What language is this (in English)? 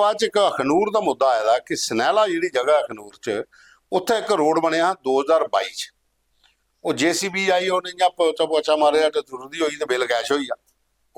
Dogri